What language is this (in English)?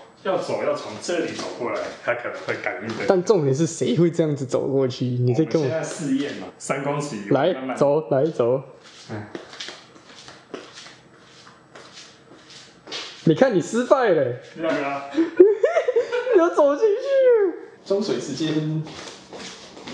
Chinese